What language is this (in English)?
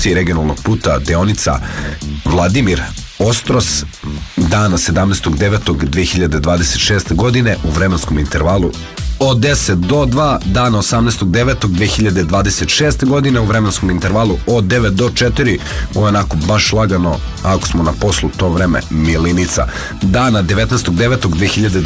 Serbian